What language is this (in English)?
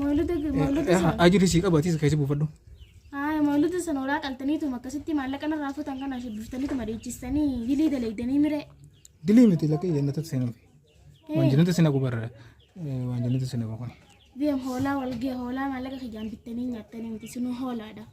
Oromo